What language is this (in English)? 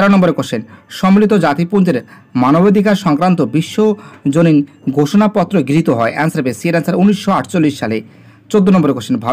Bangla